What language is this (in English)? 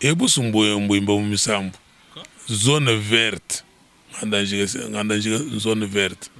Luba-Lulua